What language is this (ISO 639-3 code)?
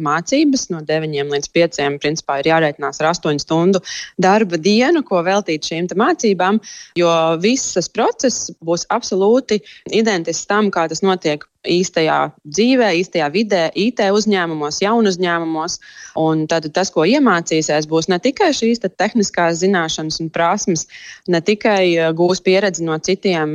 lav